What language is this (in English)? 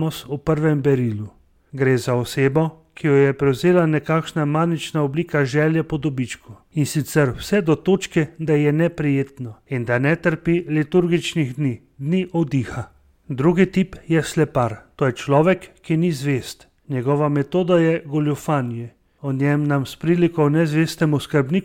Slovenian